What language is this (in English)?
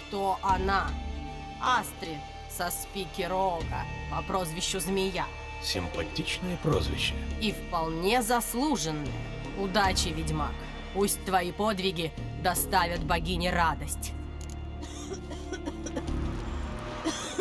Russian